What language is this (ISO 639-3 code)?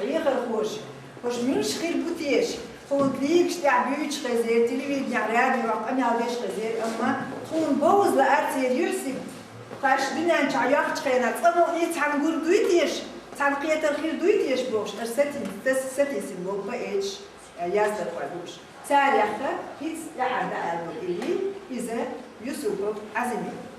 che